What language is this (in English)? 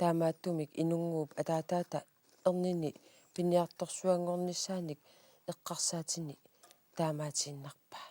Kalaallisut